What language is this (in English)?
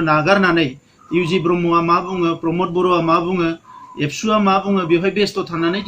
Bodo